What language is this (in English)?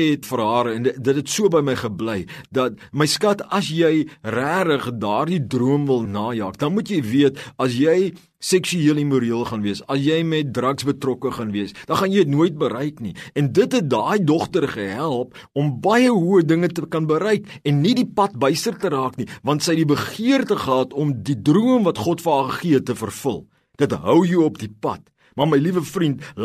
Afrikaans